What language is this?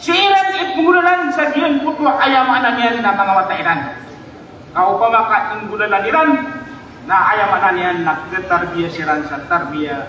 Maranao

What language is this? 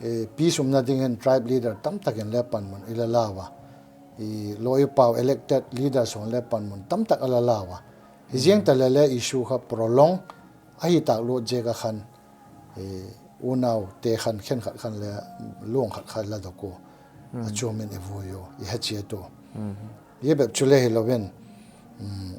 Paite Chin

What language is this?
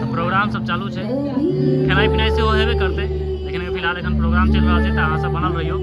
Maithili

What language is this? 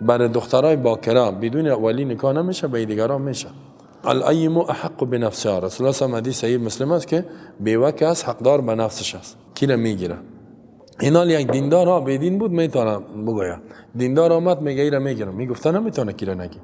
Persian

